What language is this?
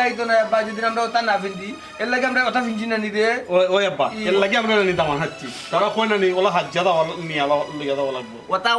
Sylheti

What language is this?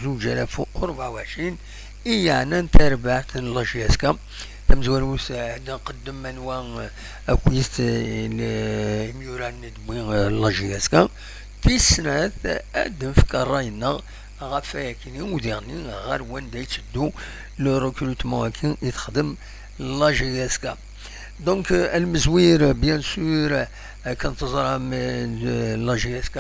Kabyle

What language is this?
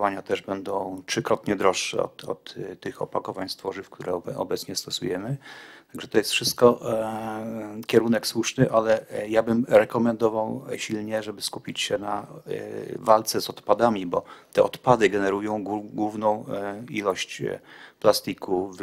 Polish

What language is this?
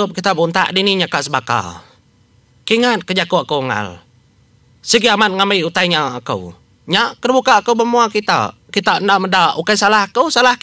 Iban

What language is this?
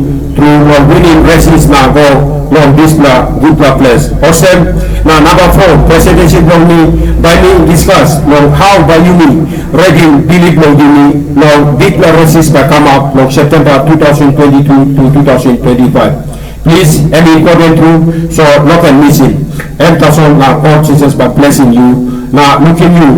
Tok Pisin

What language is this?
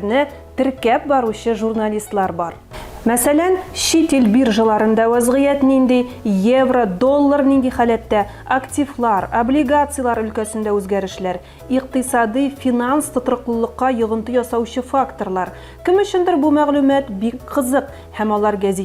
Tatar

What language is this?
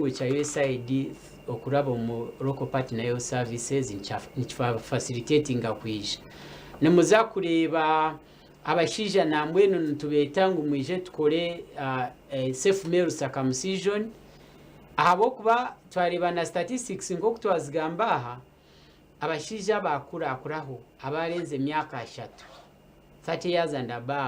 Nyankole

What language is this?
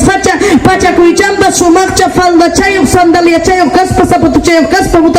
Ayacucho Quechua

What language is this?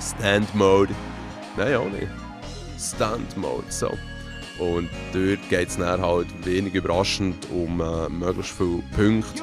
Swiss German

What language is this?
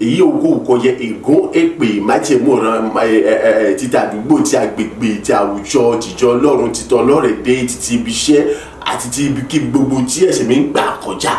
Yoruba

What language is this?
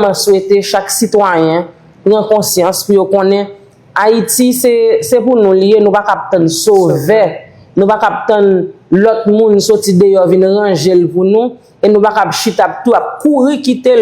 Haitian Creole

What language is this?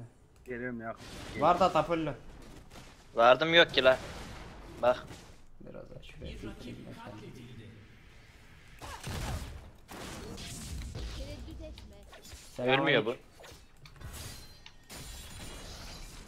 Turkish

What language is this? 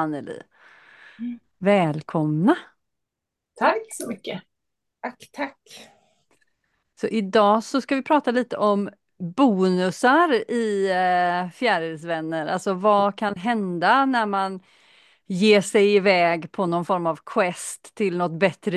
Swedish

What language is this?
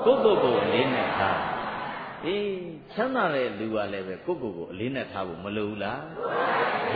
Burmese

